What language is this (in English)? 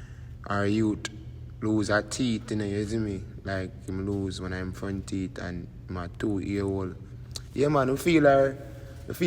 Jamaican Creole English